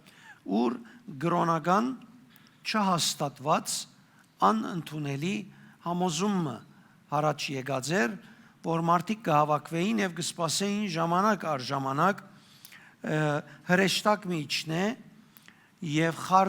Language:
Western Armenian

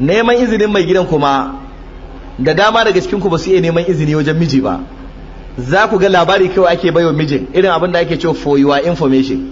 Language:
Hausa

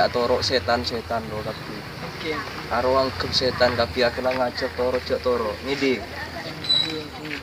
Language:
Madurese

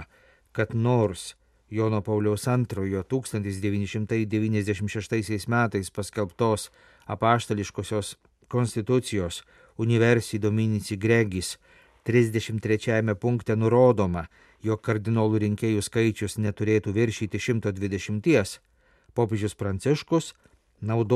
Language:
Lithuanian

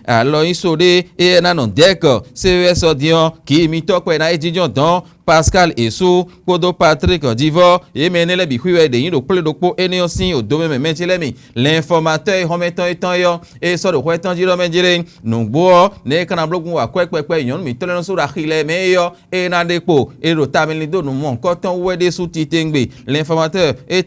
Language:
Fon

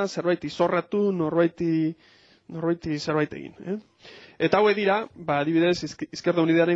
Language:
Basque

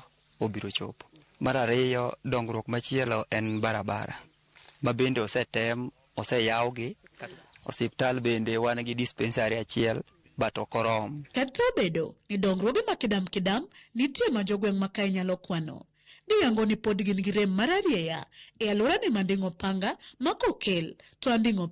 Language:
Luo (Kenya and Tanzania)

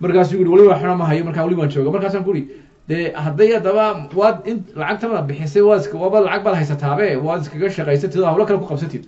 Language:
Somali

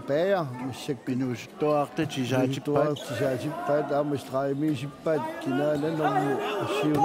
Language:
Kalaallisut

